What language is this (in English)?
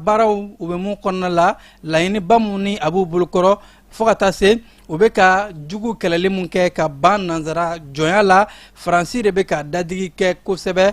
Bambara